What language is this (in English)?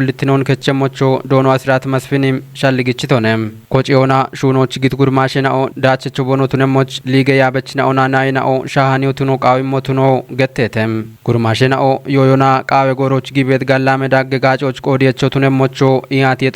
Kafa